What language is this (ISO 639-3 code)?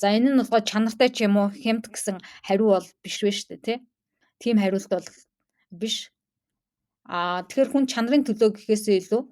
mon